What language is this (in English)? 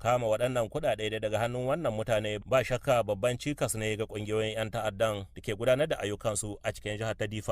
Hausa